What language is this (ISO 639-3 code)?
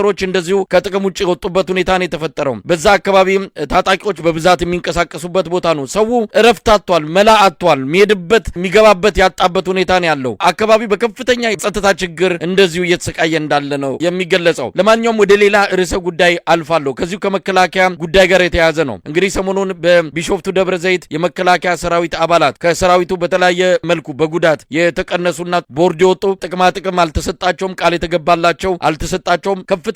amh